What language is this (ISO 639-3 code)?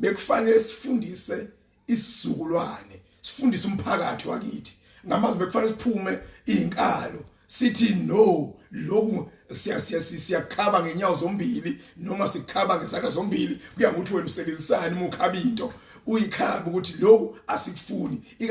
zul